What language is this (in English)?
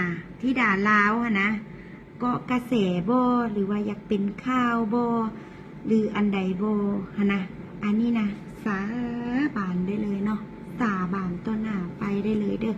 Lao